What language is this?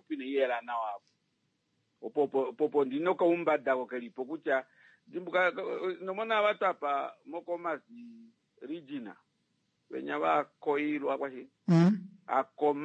Kuanyama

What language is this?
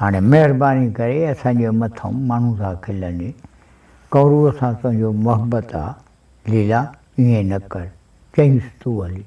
Sindhi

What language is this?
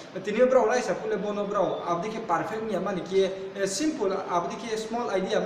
Riang (India)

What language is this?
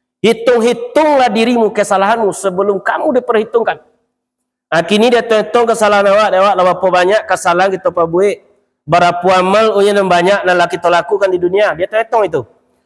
Minangkabau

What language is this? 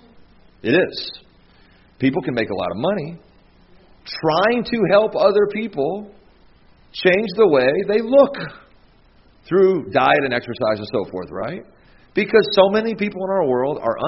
English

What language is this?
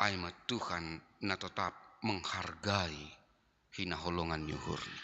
Batak Simalungun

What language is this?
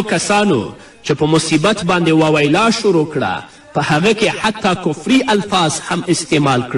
Pashto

